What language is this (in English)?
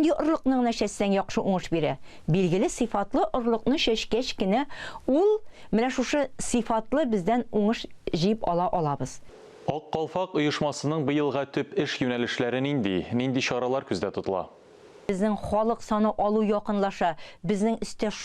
Tatar